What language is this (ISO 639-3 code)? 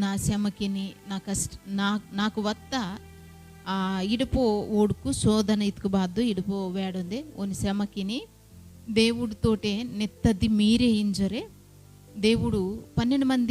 kff